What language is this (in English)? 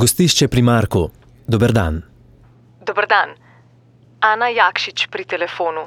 Slovenian